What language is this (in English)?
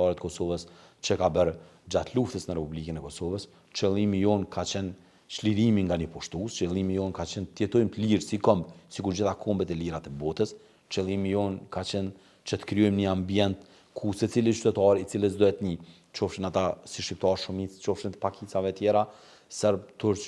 Albanian